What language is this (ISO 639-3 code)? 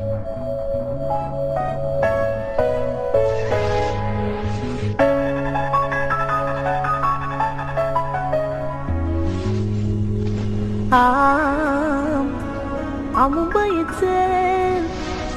ron